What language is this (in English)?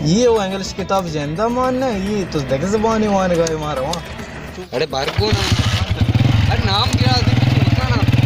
Baluchi